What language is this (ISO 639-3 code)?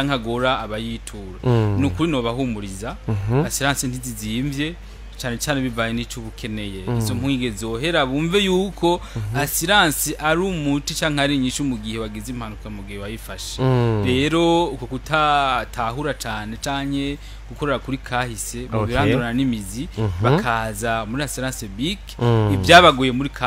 run